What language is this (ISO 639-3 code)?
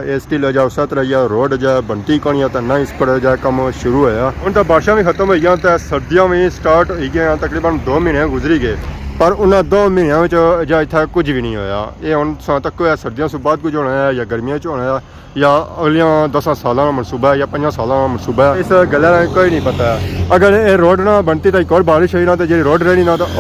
phr